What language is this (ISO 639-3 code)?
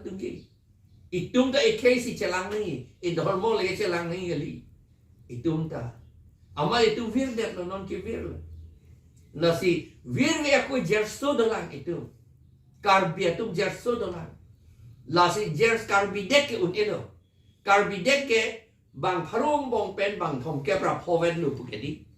mjw